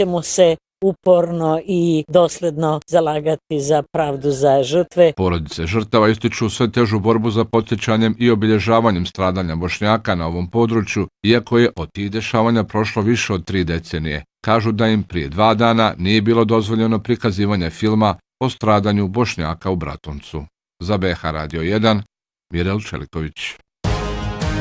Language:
Bosnian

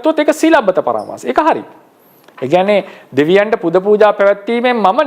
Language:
Sinhala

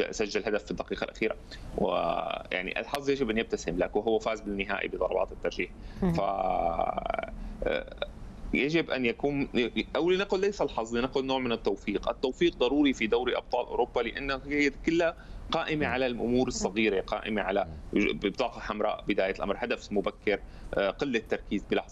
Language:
Arabic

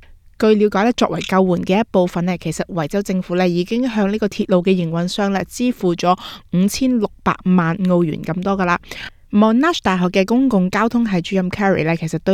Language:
Cantonese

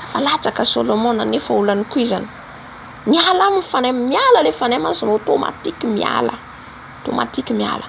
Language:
Malagasy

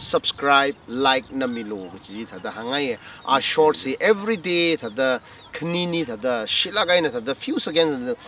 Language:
Tangkhul Naga (India)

